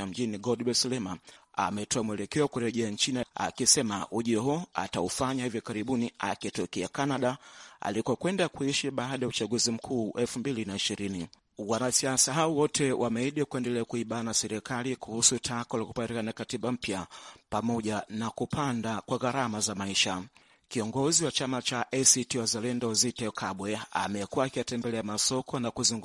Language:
Swahili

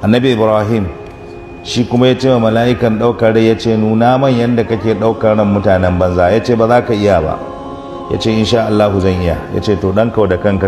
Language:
Hausa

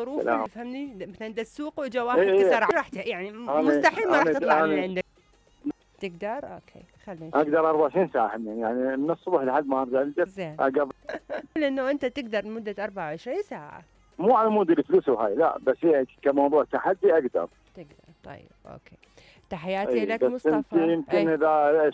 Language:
Mesopotamian Arabic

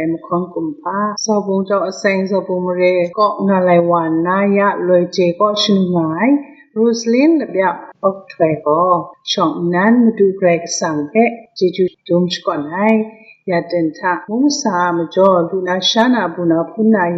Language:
Kachin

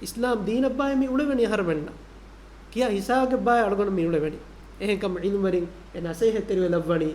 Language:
Divehi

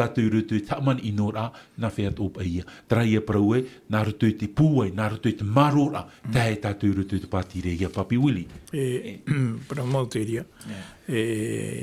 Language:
Tahitian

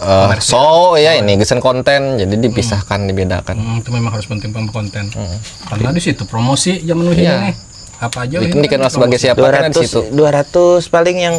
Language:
Banjar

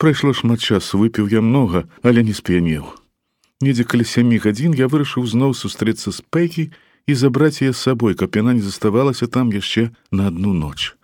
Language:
Belarusian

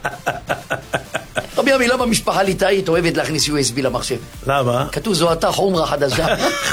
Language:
Hebrew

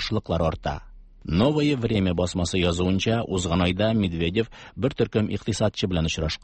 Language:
Tatar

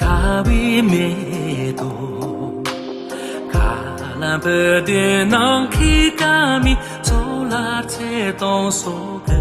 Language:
Tibetan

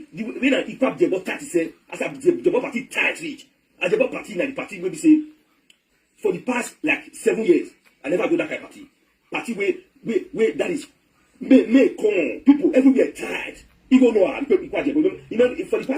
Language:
Nigerian Pidgin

